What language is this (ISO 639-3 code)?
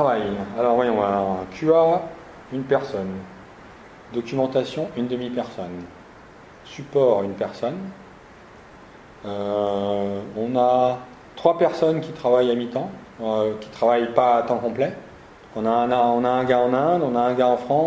fra